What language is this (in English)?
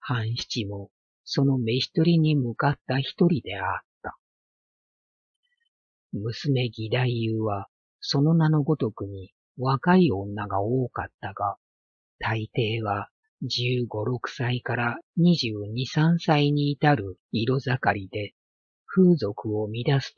Japanese